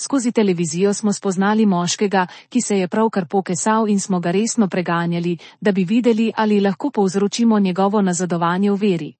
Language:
Slovenian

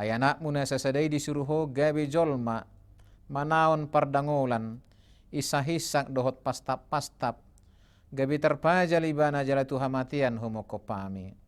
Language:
Batak Toba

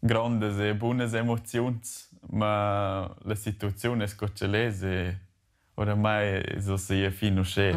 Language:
Romansh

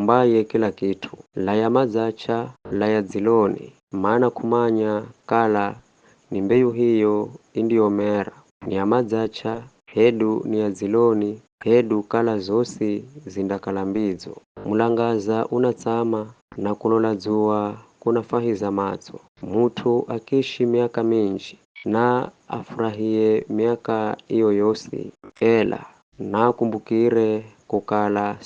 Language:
Giryama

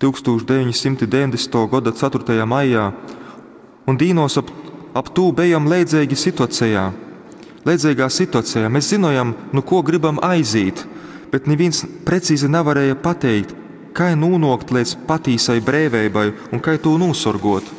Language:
Latgalian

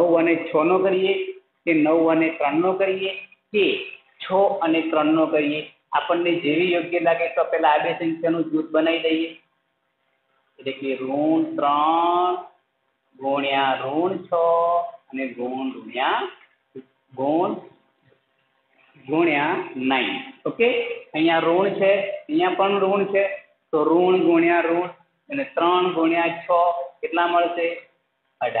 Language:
Gujarati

